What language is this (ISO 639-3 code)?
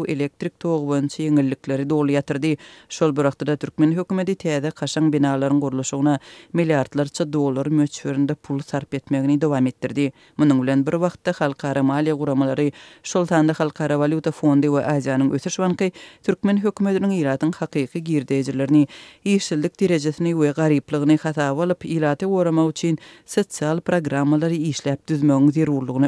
tuk